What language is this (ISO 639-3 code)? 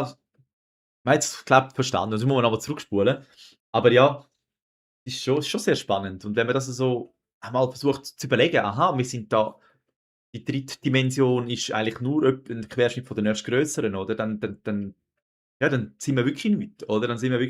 gsw